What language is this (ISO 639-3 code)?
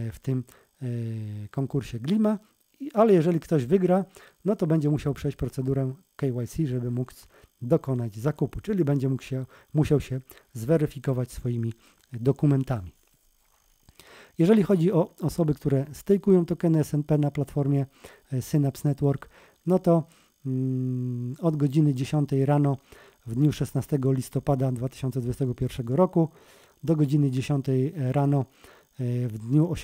pol